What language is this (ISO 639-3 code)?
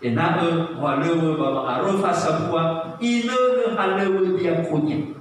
nia